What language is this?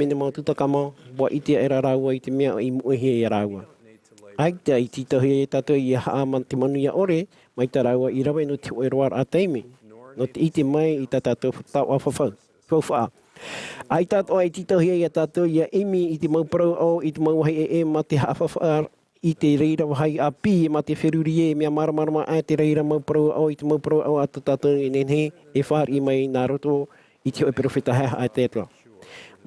Tahitian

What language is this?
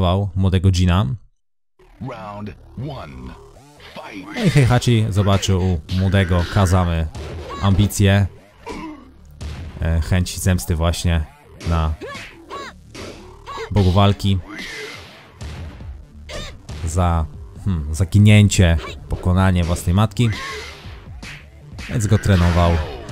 Polish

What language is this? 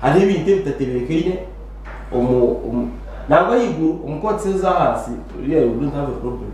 Nyankole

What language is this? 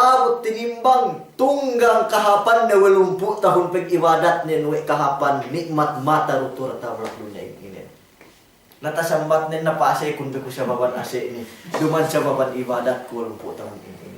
Yakan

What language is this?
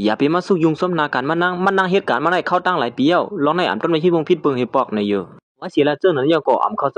Shan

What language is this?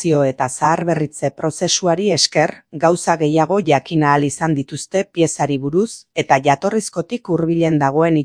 Basque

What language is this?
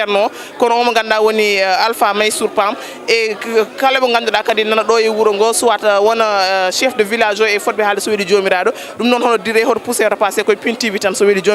Fula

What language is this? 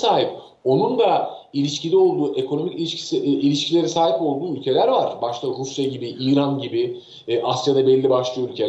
Turkish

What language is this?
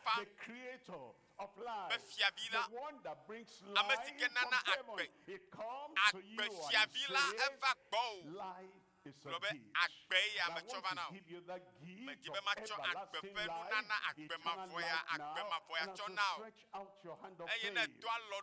Ewe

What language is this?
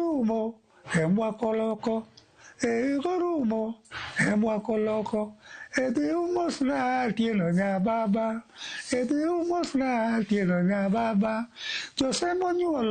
Luo (Kenya and Tanzania)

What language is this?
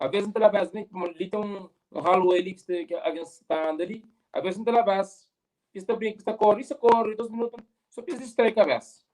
Kabuverdianu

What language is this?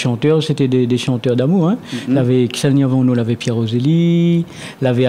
Réunion Creole French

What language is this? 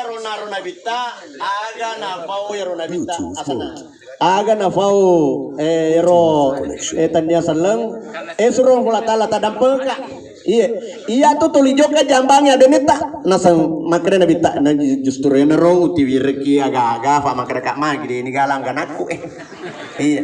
Buginese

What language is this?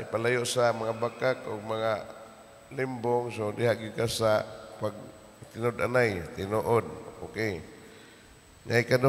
Cebuano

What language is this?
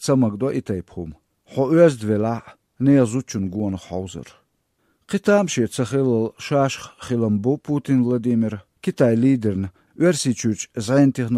Chechen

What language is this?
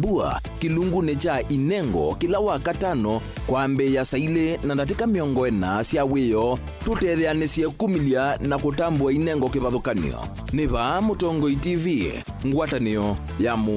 Kamba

